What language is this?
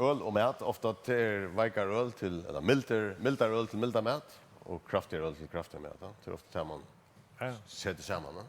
Faroese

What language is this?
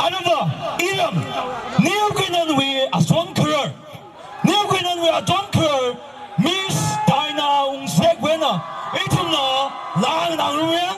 Tangkhul Naga (India)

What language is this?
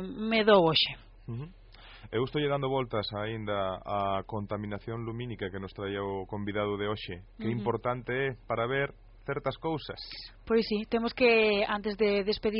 Galician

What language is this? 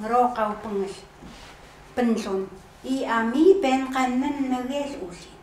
Chukot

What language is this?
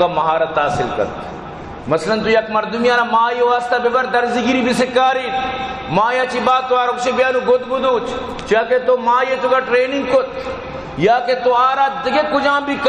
Baluchi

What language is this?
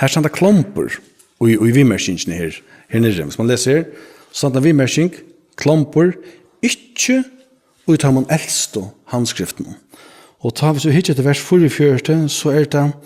Faroese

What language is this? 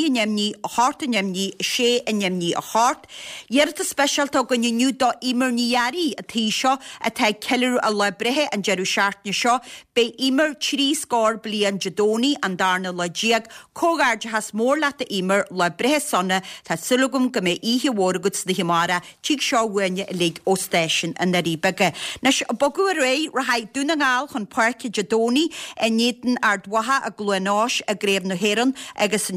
Irish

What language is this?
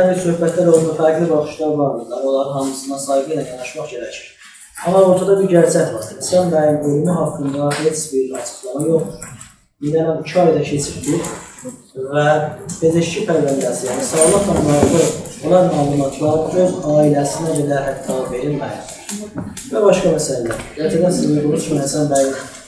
South Azerbaijani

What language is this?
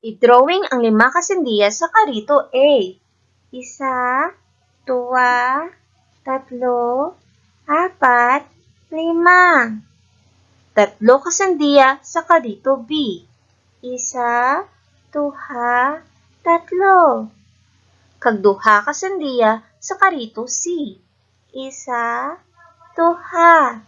Hiligaynon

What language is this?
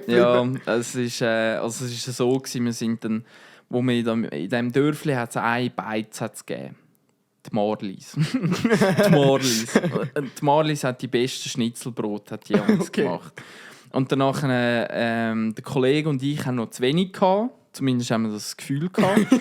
Swiss German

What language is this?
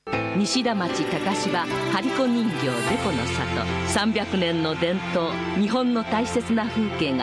Japanese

